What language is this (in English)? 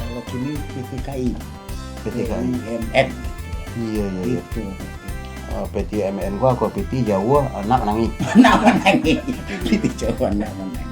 Minangkabau